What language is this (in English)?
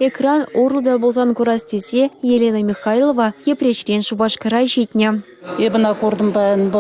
Chuvash